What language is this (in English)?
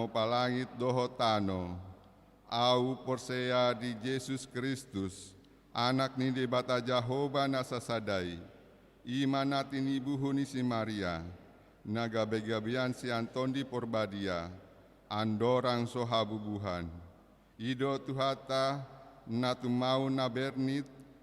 Batak Toba